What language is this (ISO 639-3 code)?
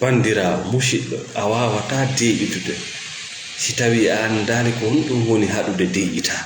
ful